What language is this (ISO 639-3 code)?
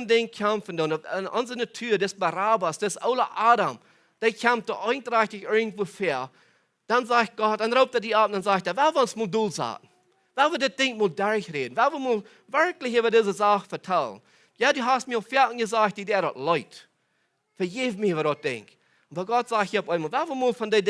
pdt